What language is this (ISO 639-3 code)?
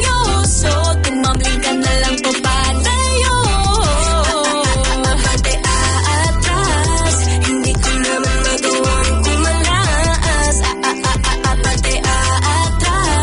fil